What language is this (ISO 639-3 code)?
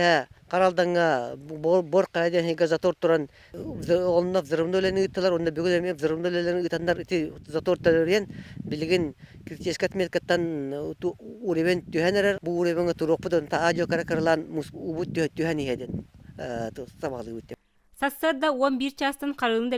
sah